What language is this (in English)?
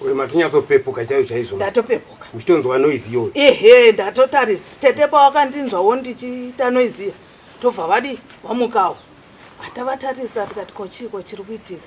Shona